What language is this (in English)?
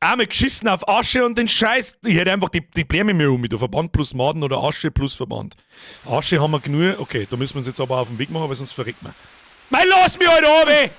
Bavarian